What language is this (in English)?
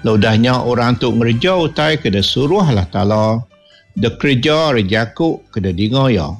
Iban